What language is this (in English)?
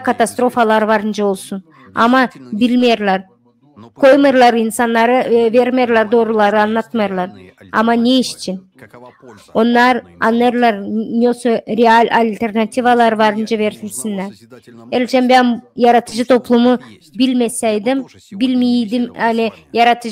Gagauz